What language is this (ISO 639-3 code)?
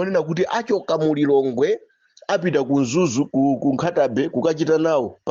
nya